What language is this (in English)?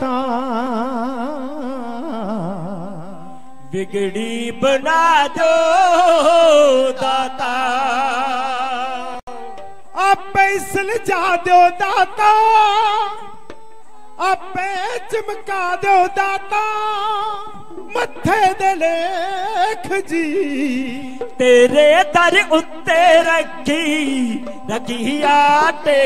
Punjabi